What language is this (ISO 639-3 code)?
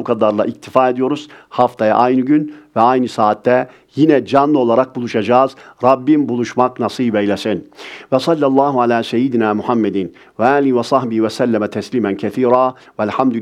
tur